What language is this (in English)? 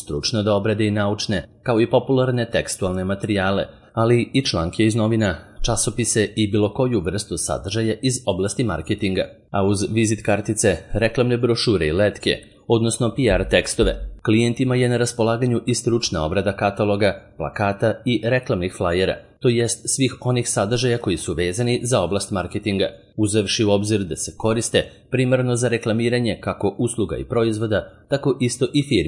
Serbian